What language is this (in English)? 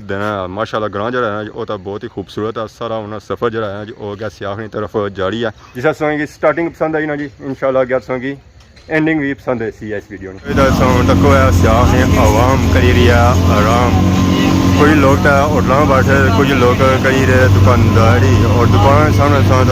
Pahari-Potwari